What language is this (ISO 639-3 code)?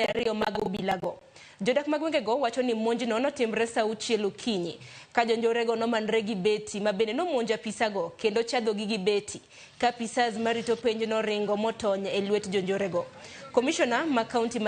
luo